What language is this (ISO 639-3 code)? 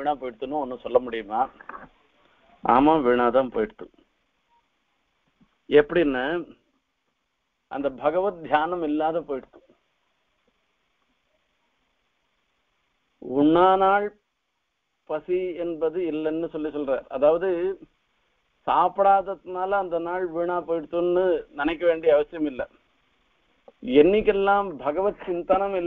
tam